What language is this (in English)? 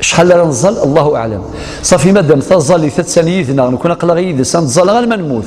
Algerian Arabic